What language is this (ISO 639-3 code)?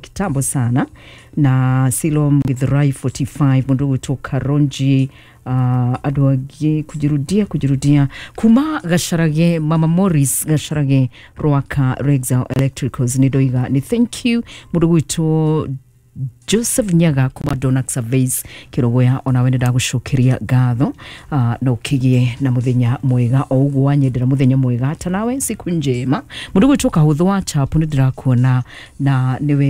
kik